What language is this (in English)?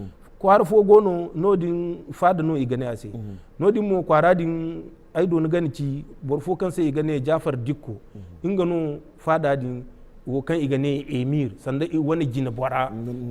Zarma